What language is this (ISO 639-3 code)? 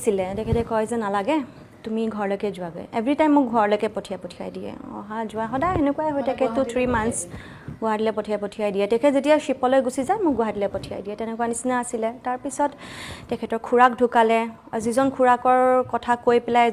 asm